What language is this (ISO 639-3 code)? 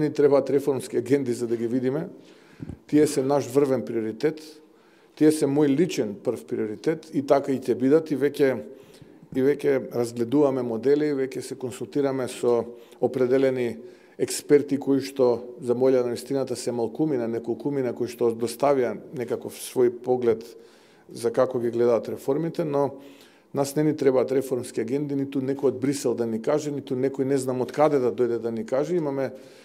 mkd